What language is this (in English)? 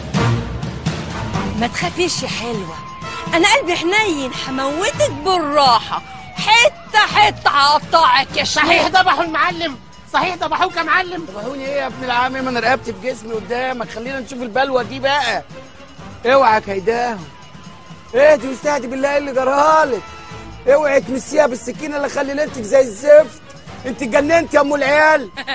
Egyptian Arabic